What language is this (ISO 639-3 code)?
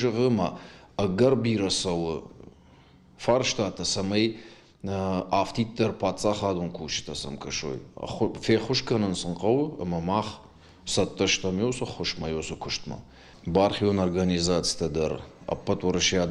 oss